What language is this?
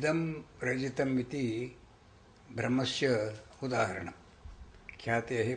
Sanskrit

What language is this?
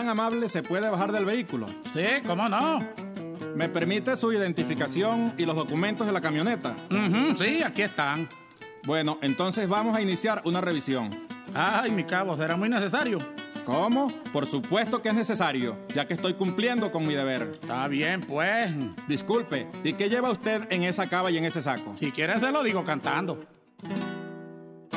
Spanish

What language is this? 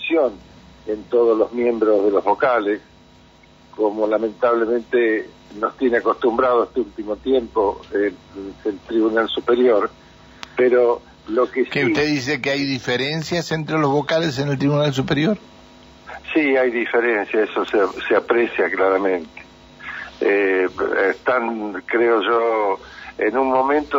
Spanish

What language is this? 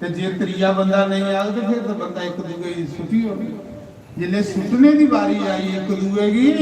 Dogri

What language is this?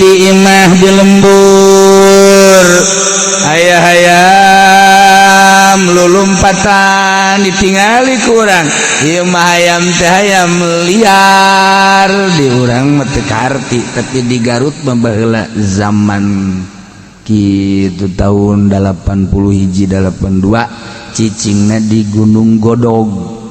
Sundanese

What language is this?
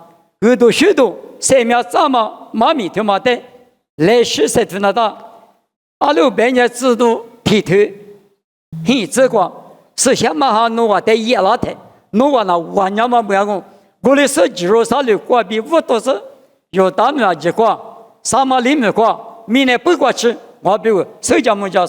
Lisu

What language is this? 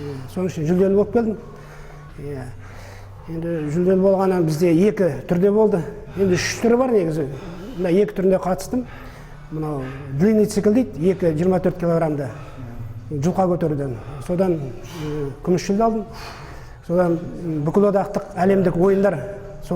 Kazakh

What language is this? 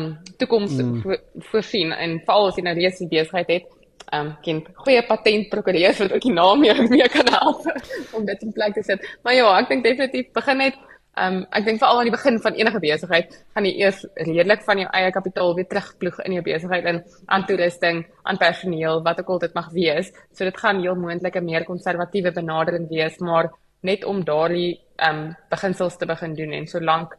Afrikaans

